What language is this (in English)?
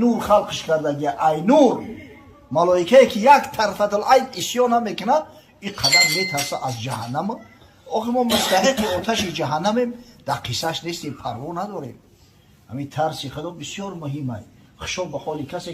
Tajik